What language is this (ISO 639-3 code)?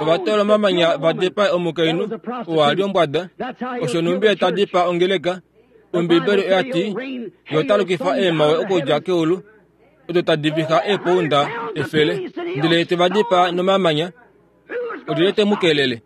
kua